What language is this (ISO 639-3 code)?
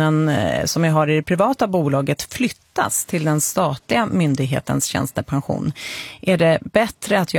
swe